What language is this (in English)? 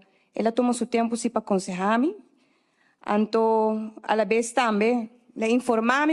Papiamento